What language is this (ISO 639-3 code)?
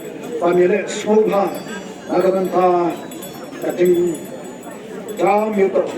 kha